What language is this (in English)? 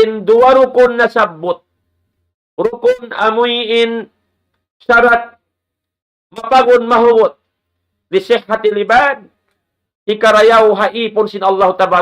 Tausug